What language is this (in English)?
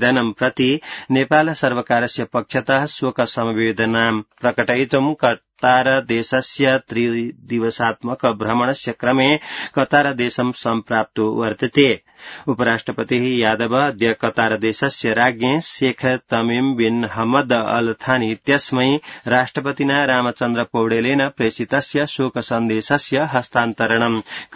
Sanskrit